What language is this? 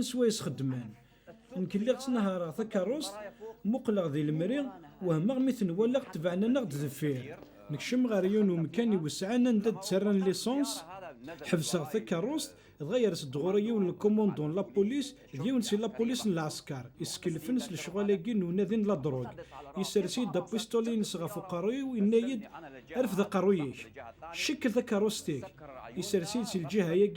Kabyle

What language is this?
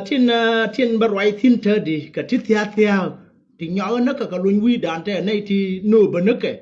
Nuer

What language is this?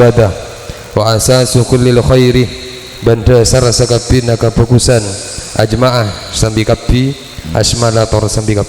Madurese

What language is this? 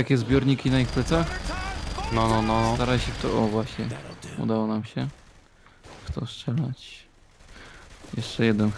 Polish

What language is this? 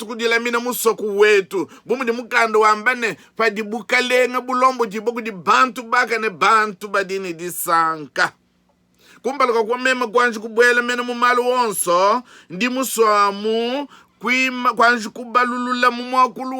Luba-Lulua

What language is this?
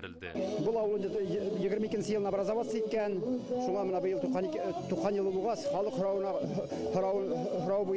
Bashkir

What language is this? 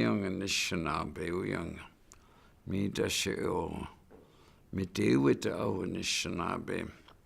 Chippewa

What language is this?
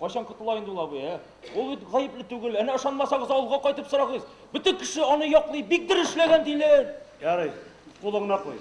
Tatar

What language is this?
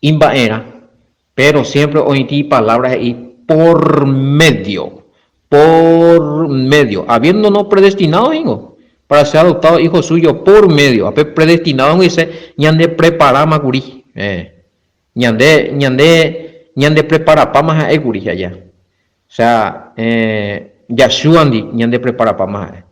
Guarani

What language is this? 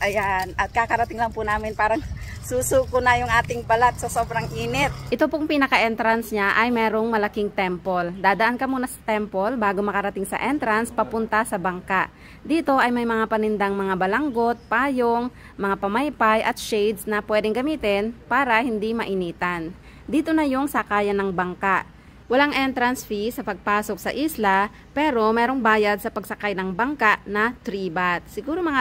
Filipino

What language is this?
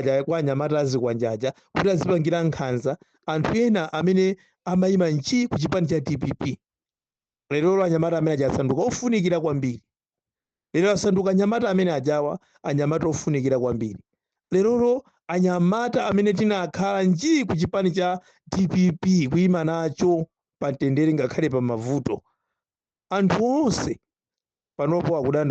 Nyanja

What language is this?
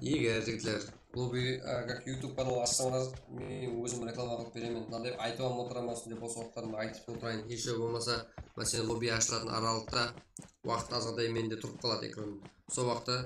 Kara-Kalpak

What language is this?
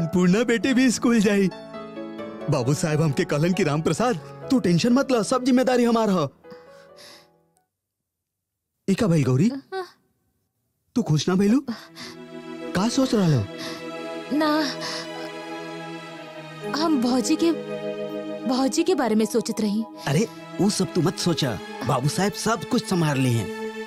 Bhojpuri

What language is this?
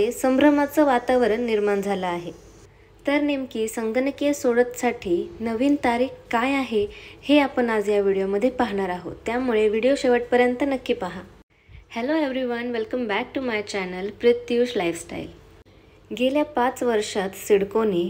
Marathi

